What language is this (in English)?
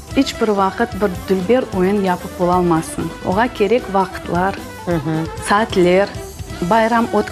Crimean Tatar